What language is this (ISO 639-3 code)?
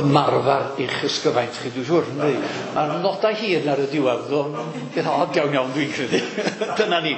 cym